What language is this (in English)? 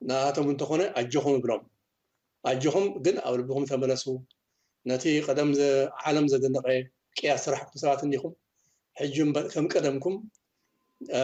Tigrinya